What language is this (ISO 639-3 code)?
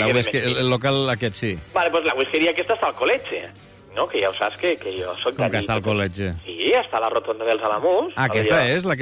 cat